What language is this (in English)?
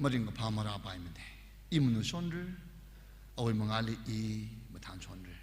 Tangkhul Naga (India)